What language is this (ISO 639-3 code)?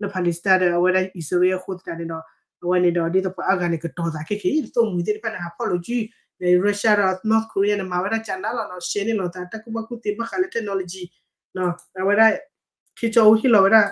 ksw